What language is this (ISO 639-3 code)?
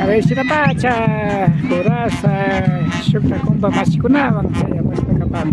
qvi